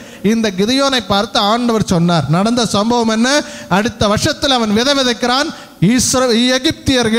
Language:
Tamil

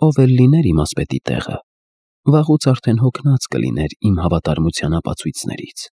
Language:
Armenian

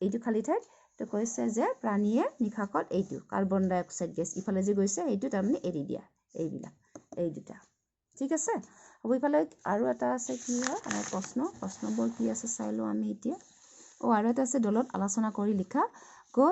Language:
Assamese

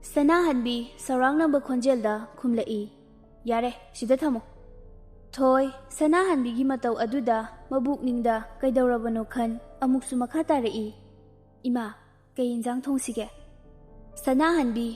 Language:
Manipuri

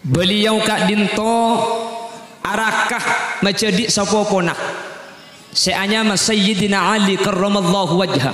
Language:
Madurese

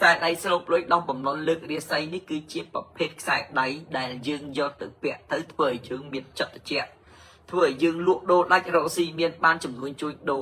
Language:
Khmer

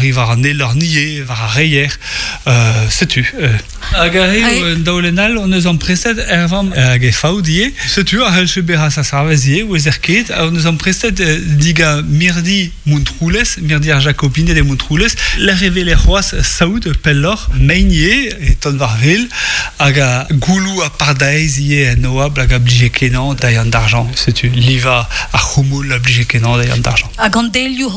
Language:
Breton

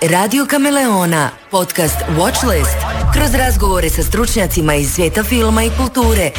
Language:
Bosnian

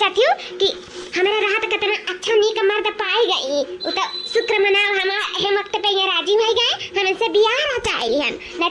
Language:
Awadhi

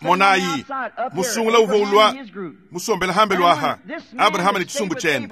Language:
Luba-Lulua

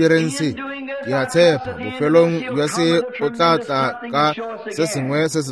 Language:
Northern Sotho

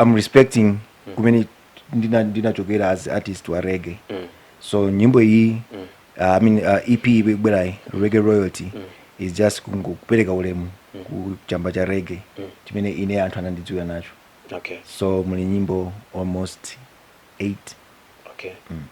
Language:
Nyanja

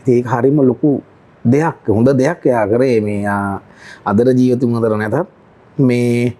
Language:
Sinhala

